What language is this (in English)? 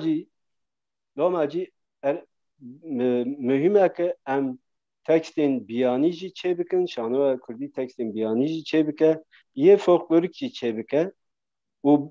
Kurdish